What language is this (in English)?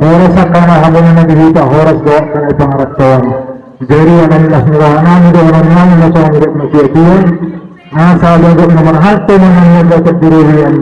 Batak Toba